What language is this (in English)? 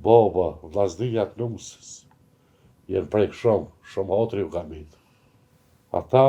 Albanian